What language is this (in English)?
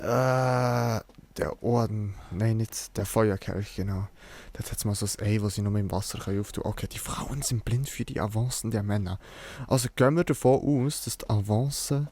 Swiss German